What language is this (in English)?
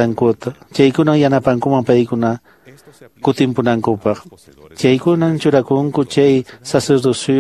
Quechua